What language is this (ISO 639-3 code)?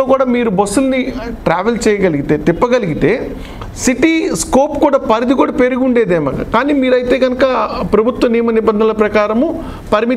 tel